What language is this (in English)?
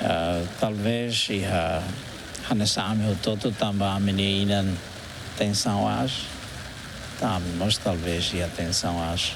Tetum